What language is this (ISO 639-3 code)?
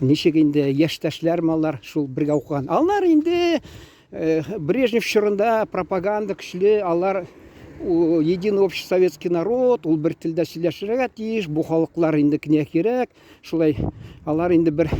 tat